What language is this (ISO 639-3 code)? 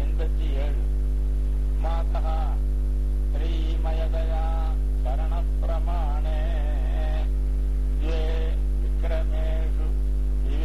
tam